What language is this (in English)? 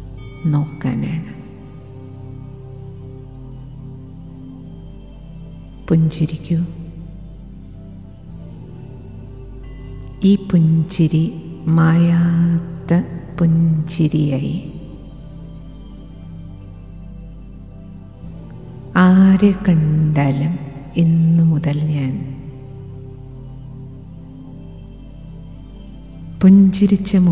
Malayalam